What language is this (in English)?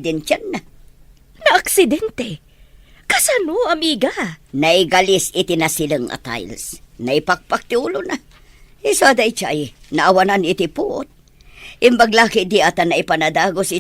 Iloko